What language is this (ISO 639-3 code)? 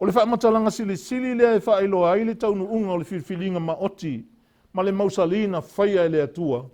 smo